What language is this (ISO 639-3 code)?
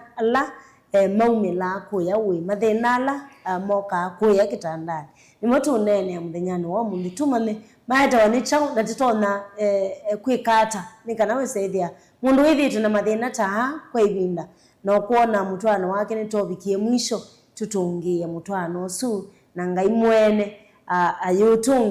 kam